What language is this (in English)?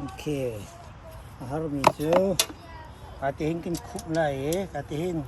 Hakha Chin